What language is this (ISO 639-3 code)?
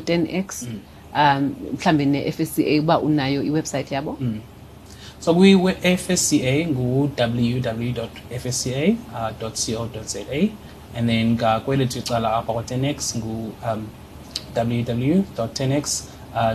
xho